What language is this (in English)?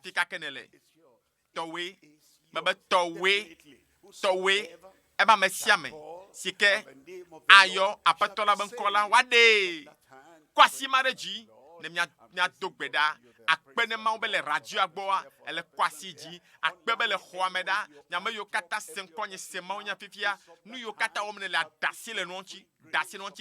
Ewe